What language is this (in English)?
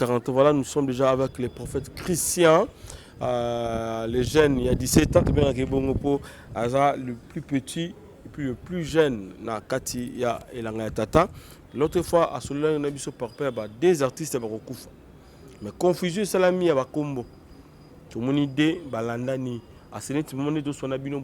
Lingala